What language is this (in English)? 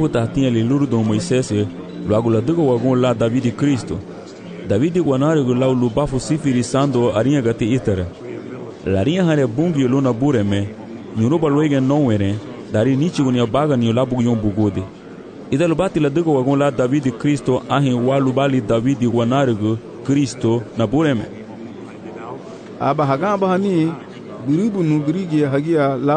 Garifuna